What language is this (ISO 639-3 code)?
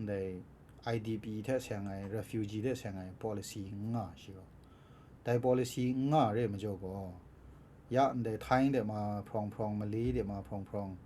kac